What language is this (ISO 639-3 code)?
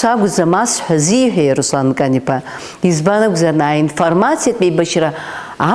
abk